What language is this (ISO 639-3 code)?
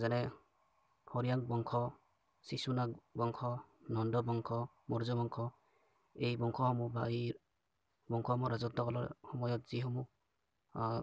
asm